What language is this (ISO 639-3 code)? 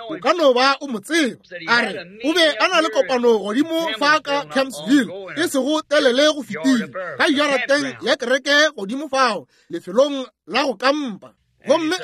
nso